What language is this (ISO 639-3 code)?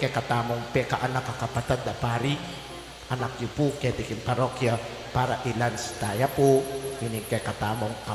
pam